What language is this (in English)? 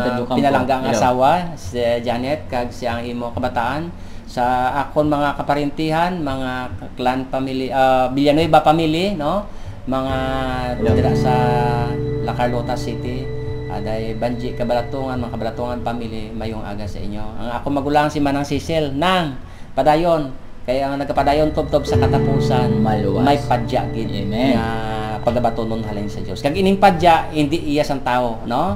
Hiligaynon